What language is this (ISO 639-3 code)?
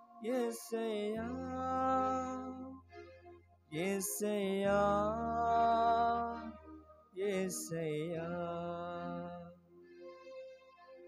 tel